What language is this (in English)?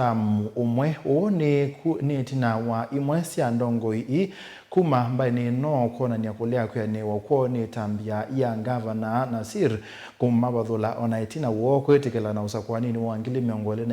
Kamba